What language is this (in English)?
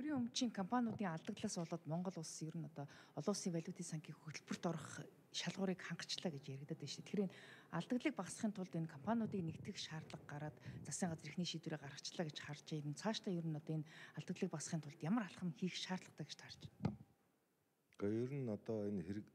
Mongolian